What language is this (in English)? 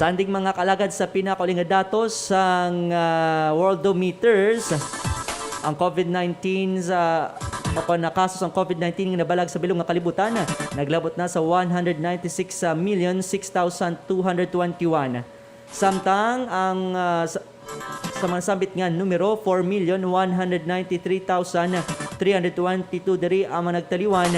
Hiligaynon